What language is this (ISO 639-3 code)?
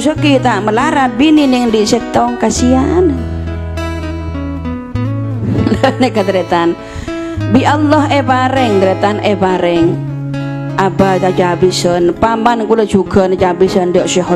mad